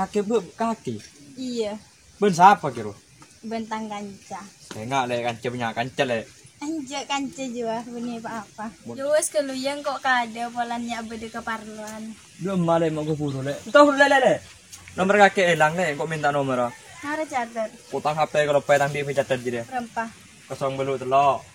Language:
Madurese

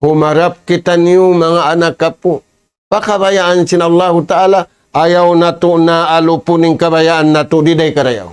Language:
Tausug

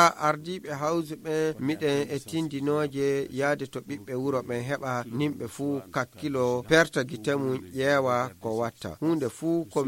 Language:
Nigerian Fulfulde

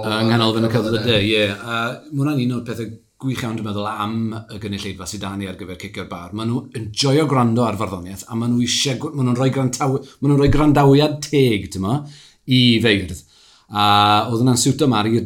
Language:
Welsh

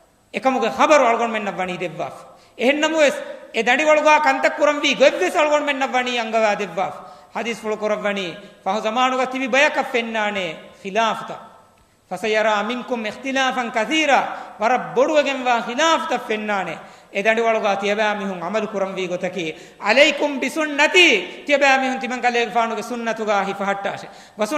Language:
Divehi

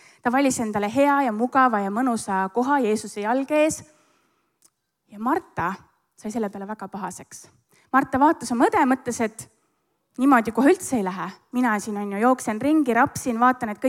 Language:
Estonian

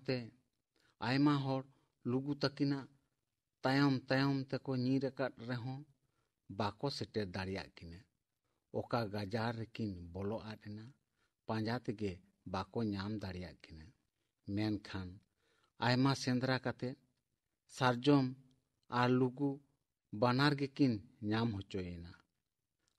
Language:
Santali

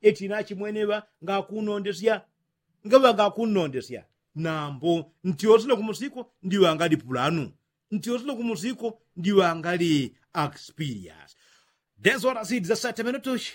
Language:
Yao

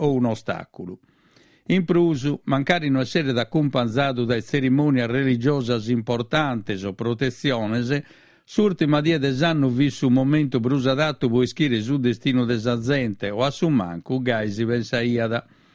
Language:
Sardinian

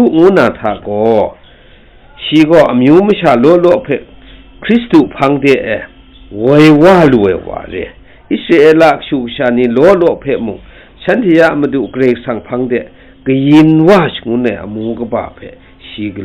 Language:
Kachin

